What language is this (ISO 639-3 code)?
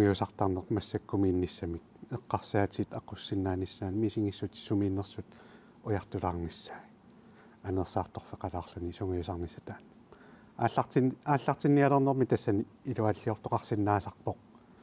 kal